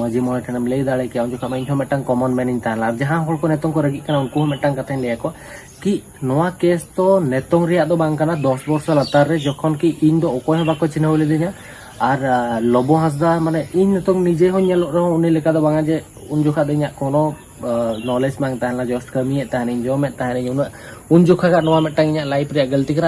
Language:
Santali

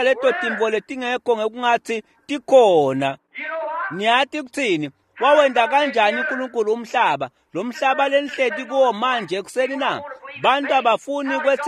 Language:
Swati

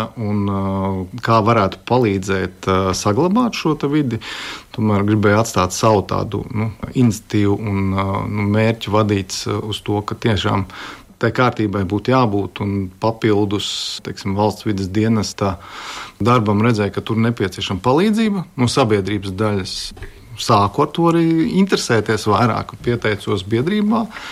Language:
Latvian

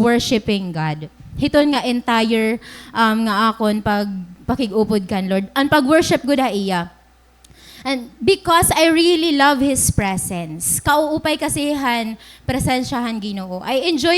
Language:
Waray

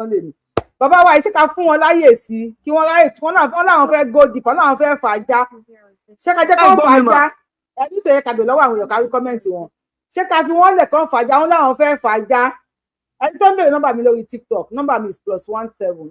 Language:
Yoruba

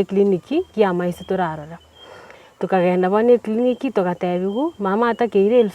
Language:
Gusii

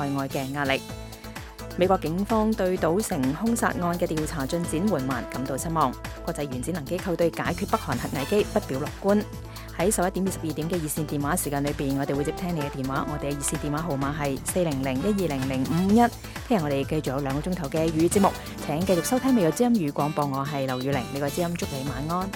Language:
Cantonese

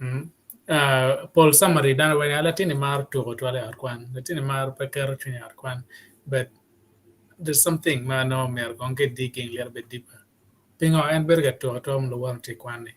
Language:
Acoli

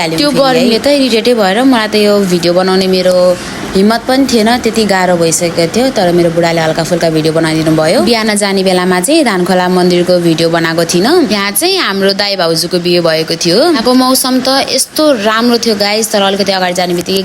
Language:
Nepali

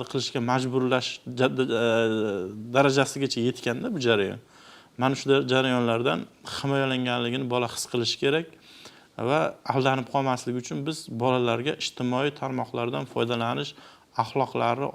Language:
Uzbek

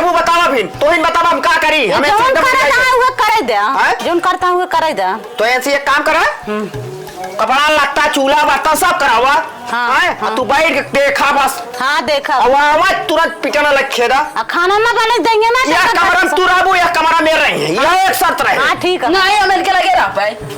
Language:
Awadhi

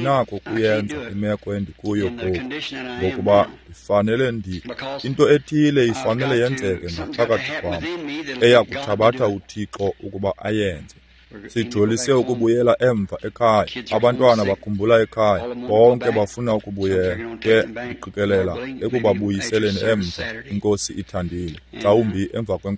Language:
Xhosa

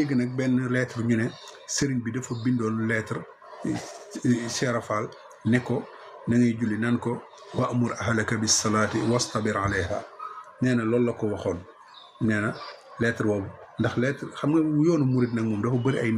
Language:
Wolof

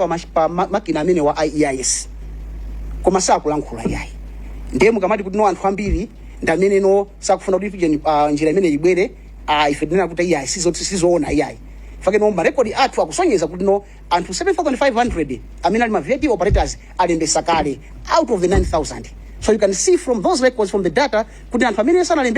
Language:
Nyanja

